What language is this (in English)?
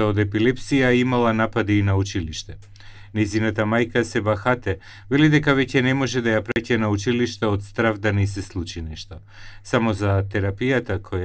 Macedonian